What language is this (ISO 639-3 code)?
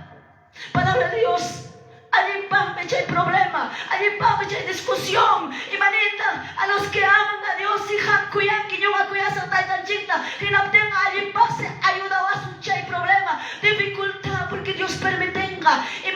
que